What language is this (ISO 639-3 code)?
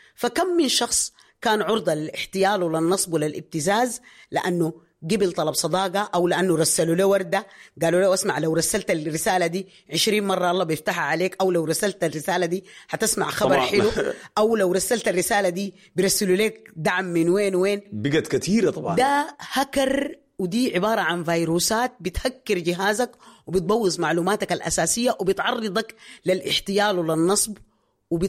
apd